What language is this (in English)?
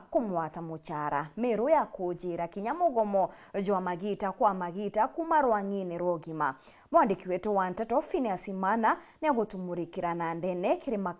Meru